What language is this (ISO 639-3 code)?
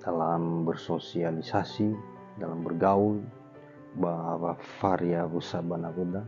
nia